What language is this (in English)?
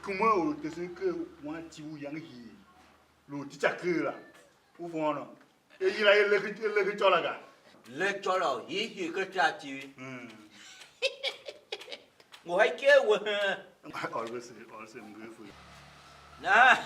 Tiv